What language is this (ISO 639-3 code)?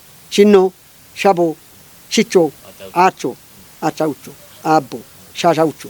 kbr